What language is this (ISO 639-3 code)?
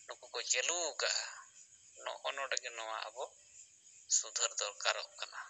sat